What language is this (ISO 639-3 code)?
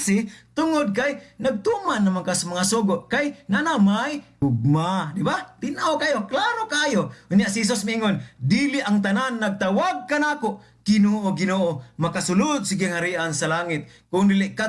ceb